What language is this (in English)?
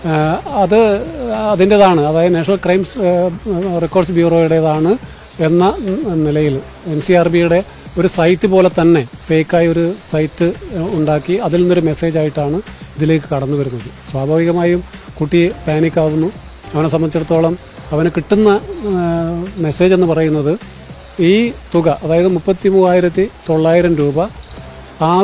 Malayalam